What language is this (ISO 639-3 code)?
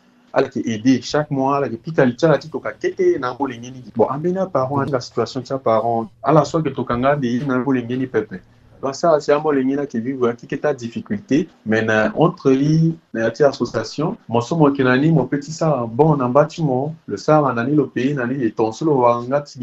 sag